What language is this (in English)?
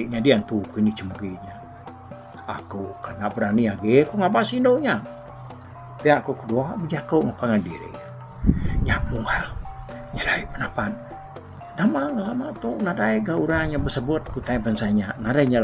Iban